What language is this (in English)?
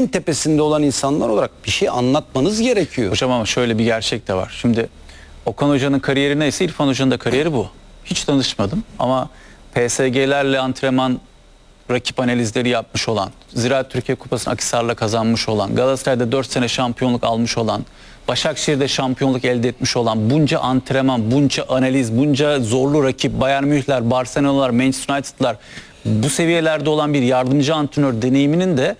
Turkish